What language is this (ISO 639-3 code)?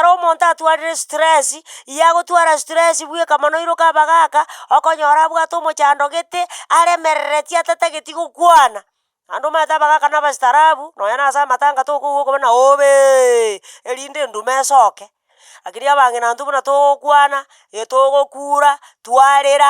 guz